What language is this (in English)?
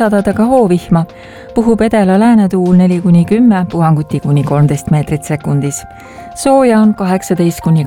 Estonian